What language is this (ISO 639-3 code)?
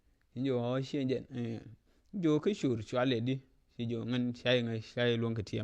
nus